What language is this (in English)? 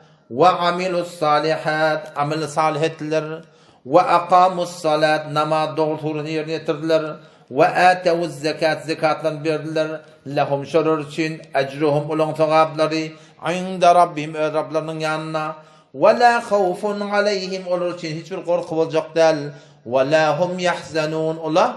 Turkmen